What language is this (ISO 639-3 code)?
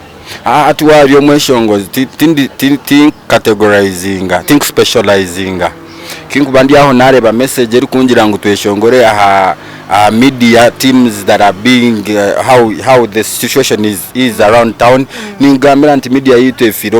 nyn